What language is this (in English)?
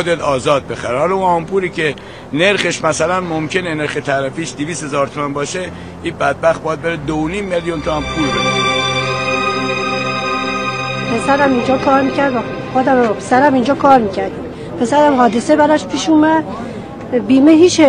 Persian